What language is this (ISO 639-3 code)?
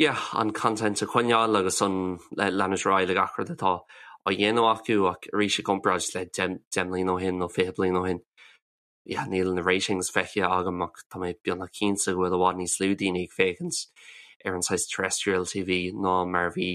gle